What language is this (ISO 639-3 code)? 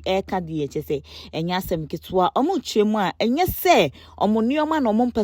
aka